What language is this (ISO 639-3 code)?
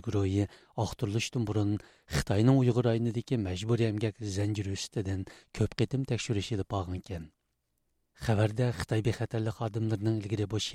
uig